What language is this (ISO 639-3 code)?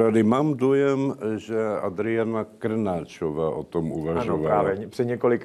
ces